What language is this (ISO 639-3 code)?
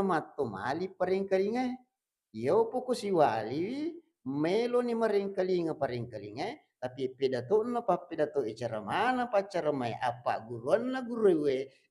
bug